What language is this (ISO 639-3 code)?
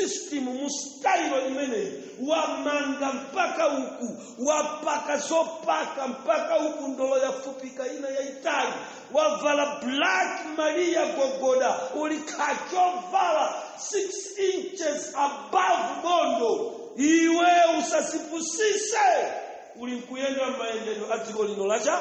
nya